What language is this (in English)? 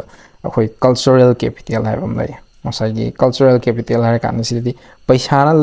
Manipuri